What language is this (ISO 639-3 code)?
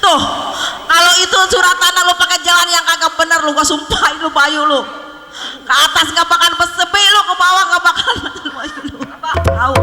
bew